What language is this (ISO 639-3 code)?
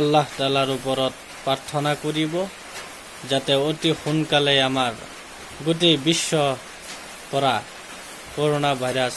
asm